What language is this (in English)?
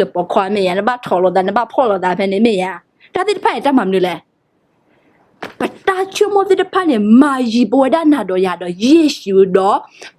S'gaw Karen